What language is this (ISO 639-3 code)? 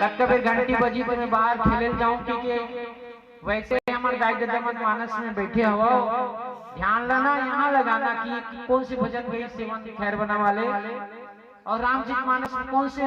hne